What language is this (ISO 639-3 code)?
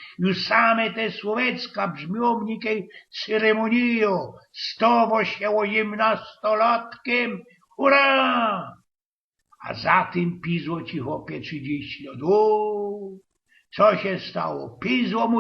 szl